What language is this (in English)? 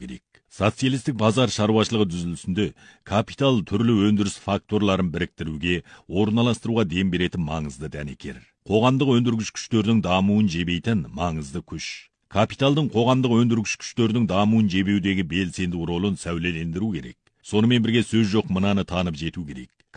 Kazakh